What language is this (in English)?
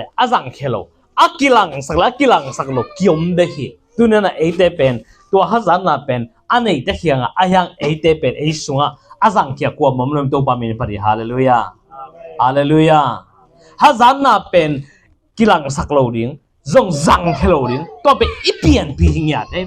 Tedim Chin